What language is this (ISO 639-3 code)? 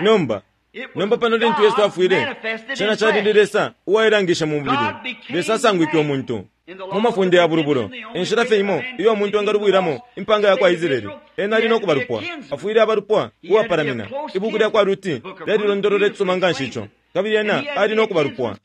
bem